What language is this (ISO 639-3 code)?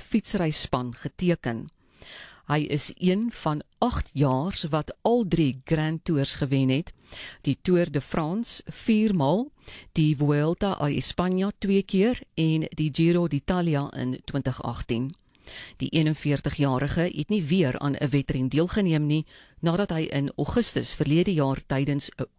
afr